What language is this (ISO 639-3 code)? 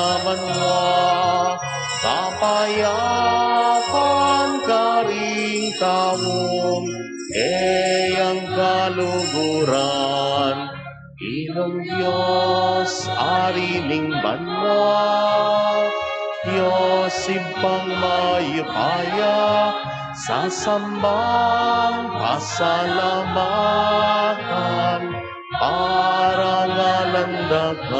pam